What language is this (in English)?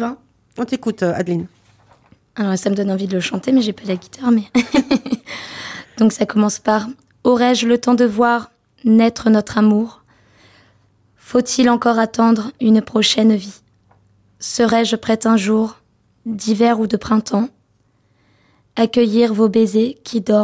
French